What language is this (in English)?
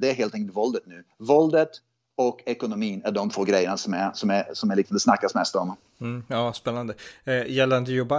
Swedish